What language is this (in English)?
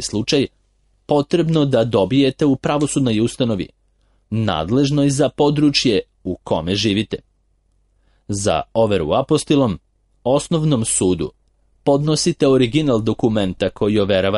Serbian